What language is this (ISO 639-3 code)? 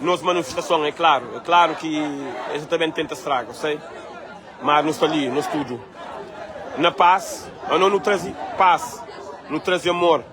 kea